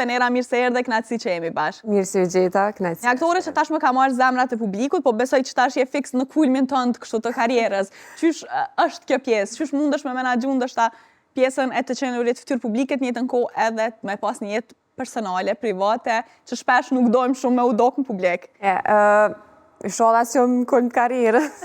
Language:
Albanian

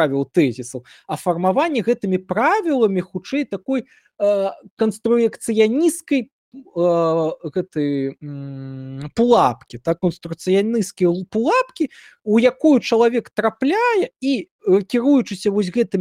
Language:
Belarusian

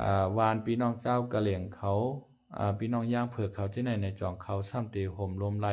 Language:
Lao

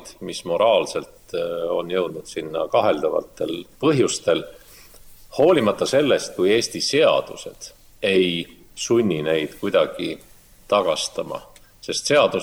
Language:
Estonian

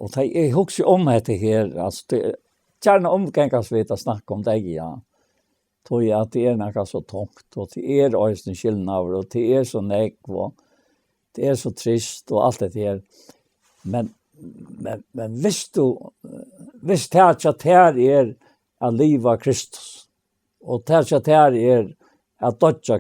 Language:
Faroese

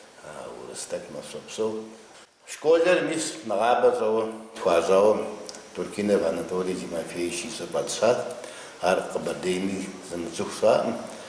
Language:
Kabardian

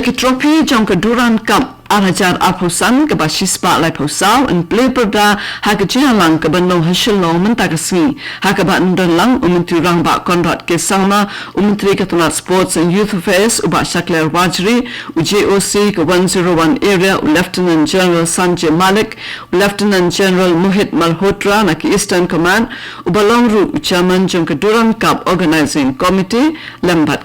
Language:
Khasi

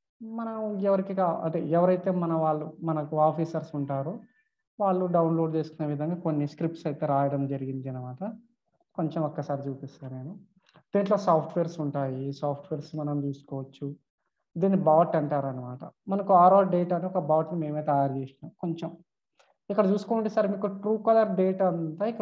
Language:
Telugu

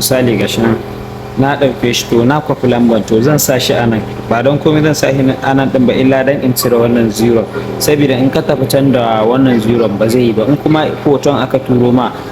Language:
Hausa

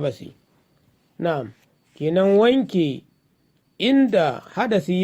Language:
Hausa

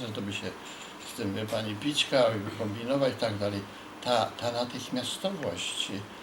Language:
Silesian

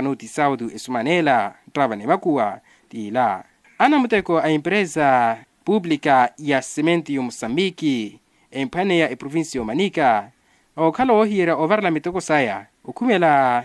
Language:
Makhuwa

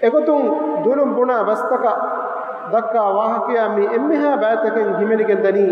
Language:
Divehi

